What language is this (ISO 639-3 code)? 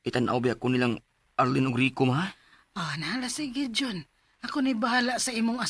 ceb